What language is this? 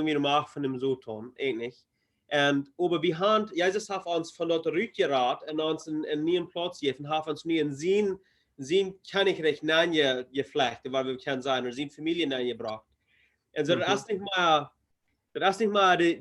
Plautdietsch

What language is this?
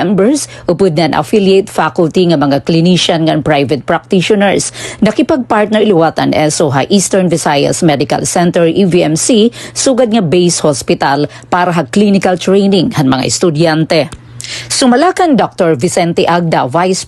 Waray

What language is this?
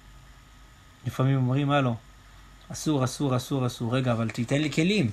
Hebrew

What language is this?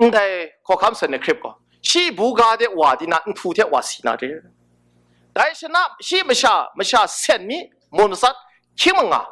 Kachin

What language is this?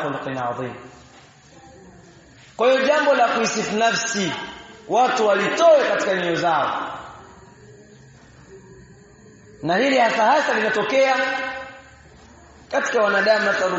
Swahili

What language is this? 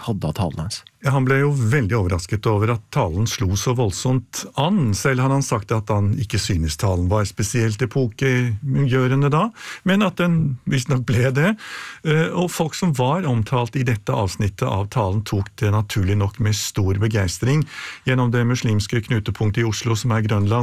Norwegian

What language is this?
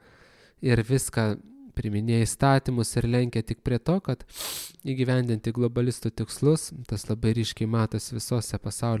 Lithuanian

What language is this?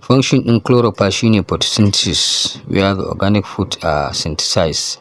Hausa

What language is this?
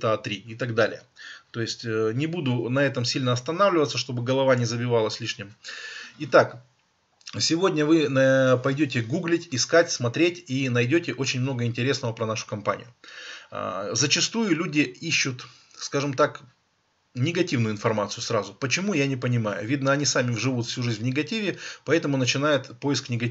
Russian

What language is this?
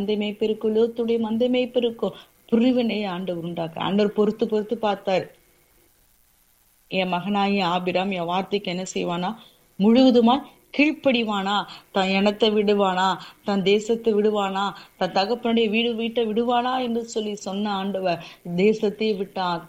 Tamil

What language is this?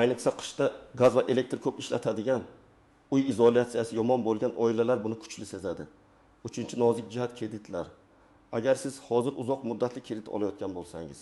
Uzbek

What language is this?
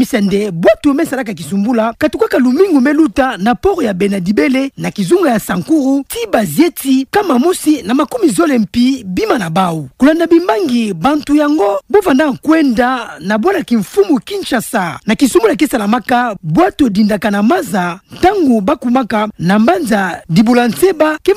Kituba (Democratic Republic of Congo)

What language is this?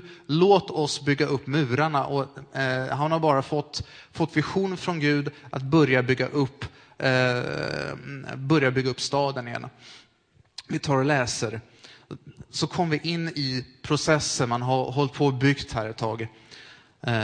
Swedish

